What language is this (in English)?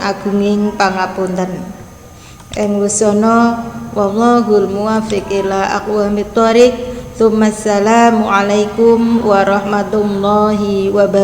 Javanese